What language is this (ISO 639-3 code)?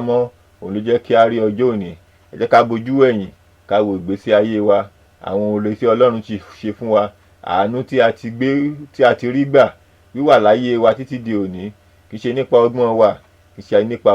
yor